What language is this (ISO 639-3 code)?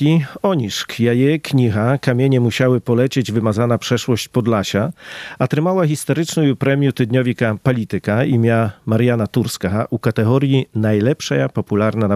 pol